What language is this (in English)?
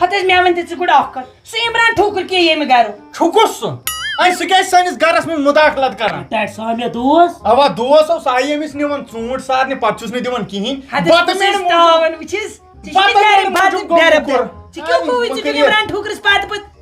Kashmiri